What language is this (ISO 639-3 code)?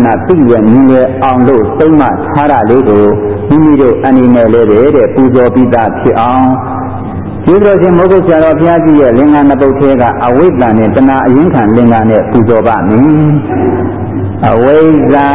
mya